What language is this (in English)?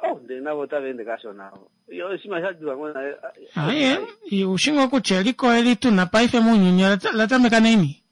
Kuanyama